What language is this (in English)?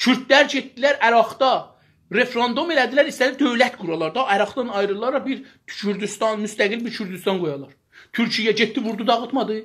South Azerbaijani